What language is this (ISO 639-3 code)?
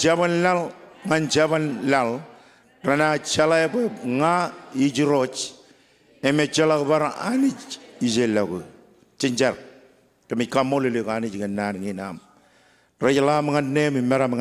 mah